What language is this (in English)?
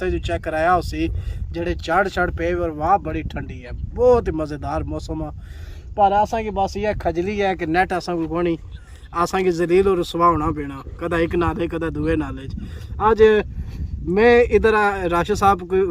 Pahari-Potwari